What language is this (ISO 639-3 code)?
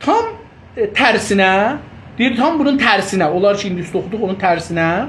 azb